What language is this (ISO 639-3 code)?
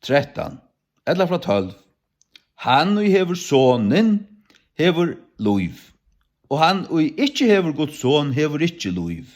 fao